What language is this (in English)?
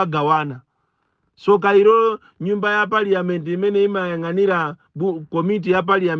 Nyanja